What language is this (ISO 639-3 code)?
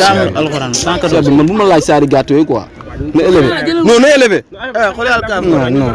wol